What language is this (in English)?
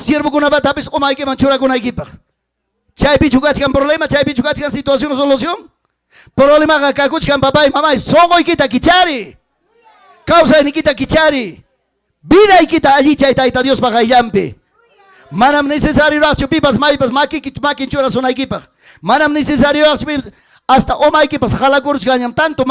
Ayacucho Quechua